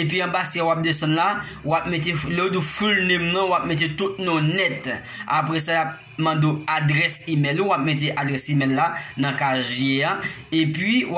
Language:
Haitian Creole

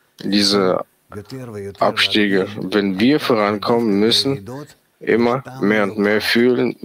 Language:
German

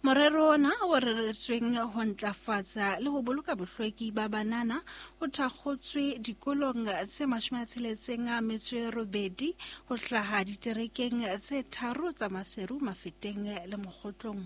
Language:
Southern Sotho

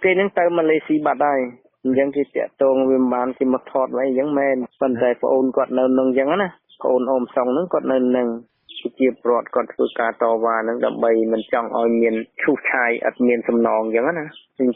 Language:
Khmer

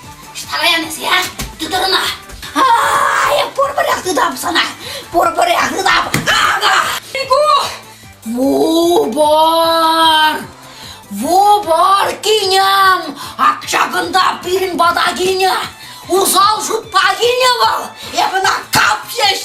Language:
Chuvash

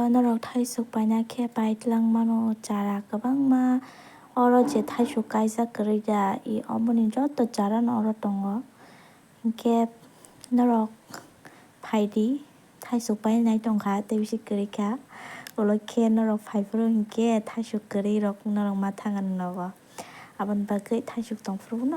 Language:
Kok Borok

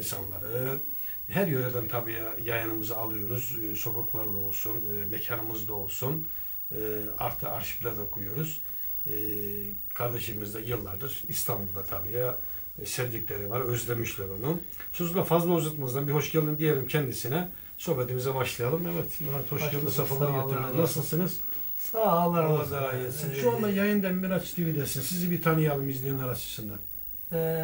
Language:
Turkish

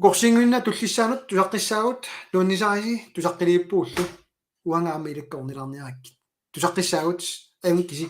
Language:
Kalaallisut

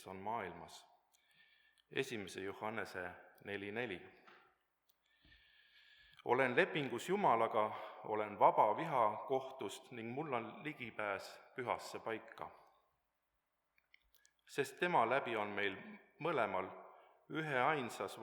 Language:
Estonian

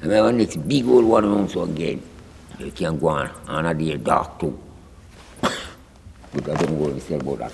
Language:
Jamaican Creole English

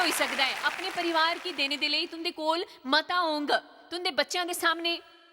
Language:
Dogri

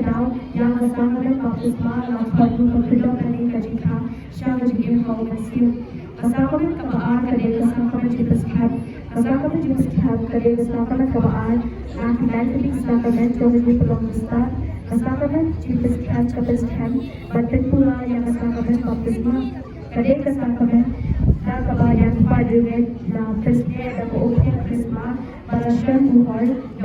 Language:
Khasi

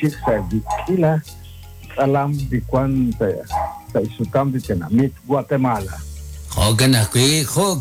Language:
Kekchí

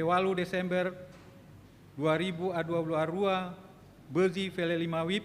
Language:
Nias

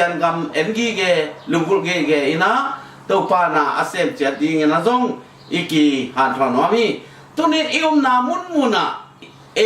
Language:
Tedim Chin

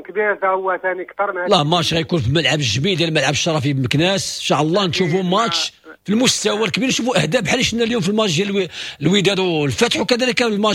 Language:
Moroccan Arabic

